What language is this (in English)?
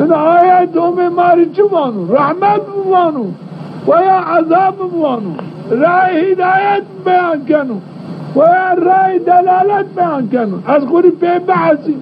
Zaza